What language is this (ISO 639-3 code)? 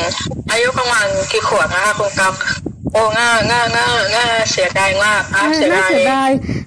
tha